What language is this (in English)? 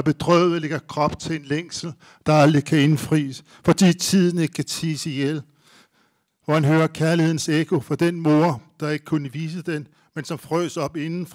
Danish